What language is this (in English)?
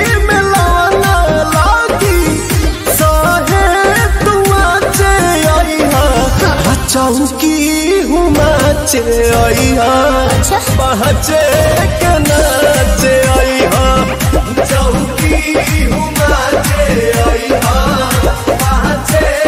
Bhojpuri